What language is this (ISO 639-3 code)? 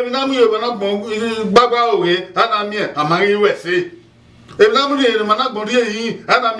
bin